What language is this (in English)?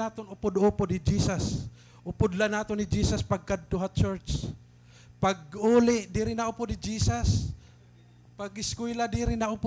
Waray